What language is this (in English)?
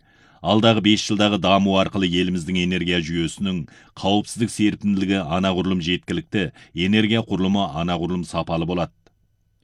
Kazakh